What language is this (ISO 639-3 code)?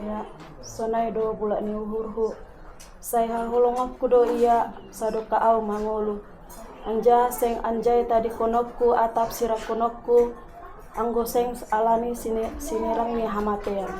bts